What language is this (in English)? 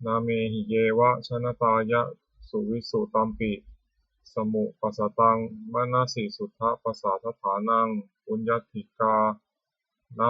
Pali